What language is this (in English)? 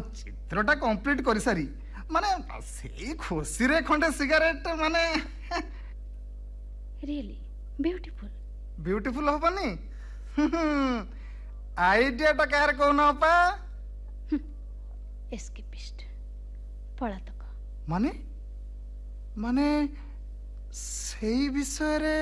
Odia